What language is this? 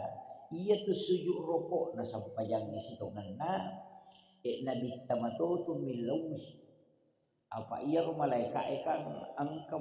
Buginese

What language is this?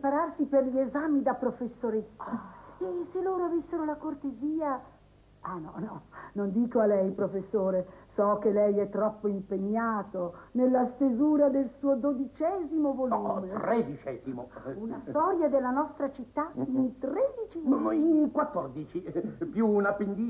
Italian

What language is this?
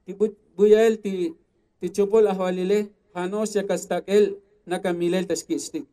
Tzotzil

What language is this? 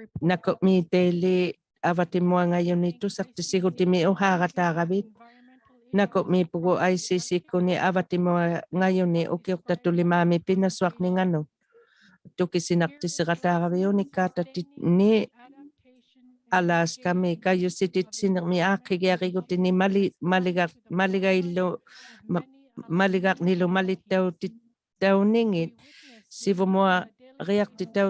Inuktitut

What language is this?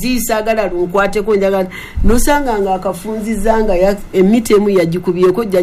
Ganda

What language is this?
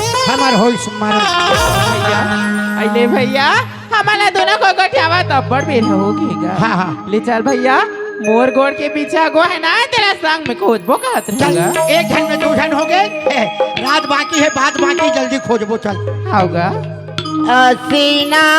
Chhattisgarhi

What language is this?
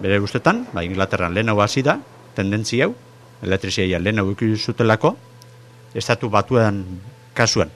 Basque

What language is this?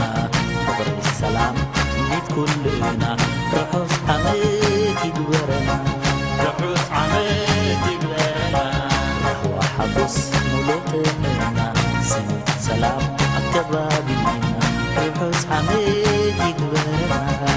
Tigrinya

